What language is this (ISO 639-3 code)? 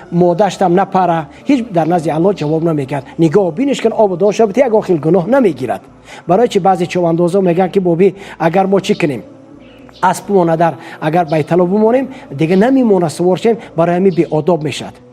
tgk